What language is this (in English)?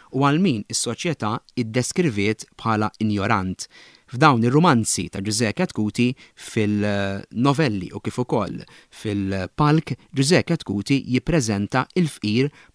Maltese